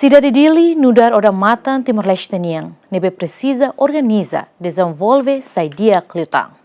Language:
Tetum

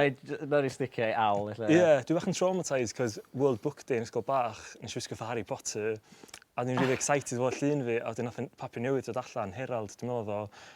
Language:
Welsh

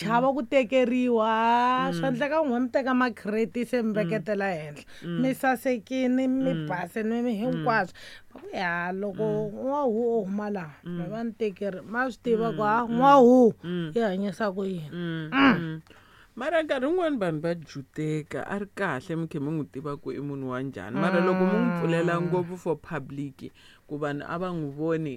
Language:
Tsonga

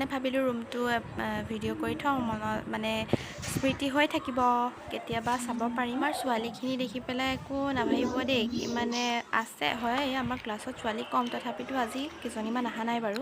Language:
Assamese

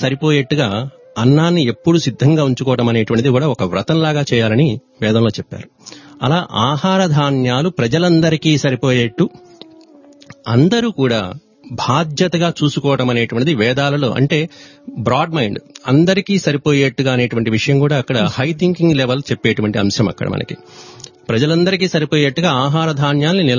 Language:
Telugu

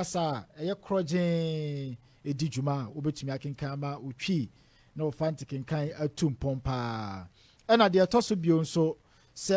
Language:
Akan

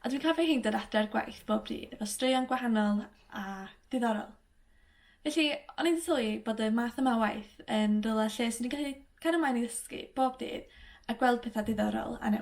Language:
Welsh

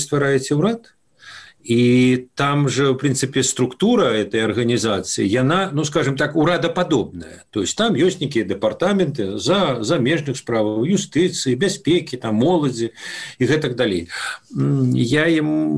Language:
Belarusian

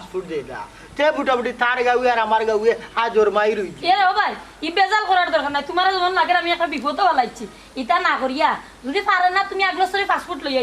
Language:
Sylheti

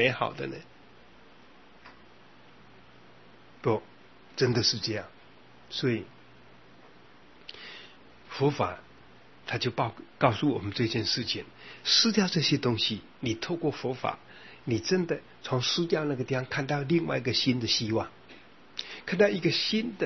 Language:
Chinese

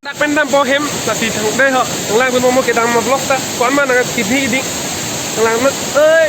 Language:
Karbi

